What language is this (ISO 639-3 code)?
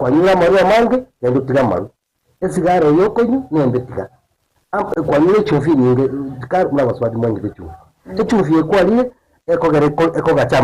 guz